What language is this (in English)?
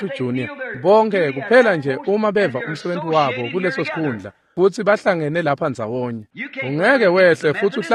Swati